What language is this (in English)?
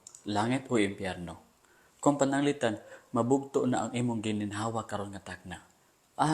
Cebuano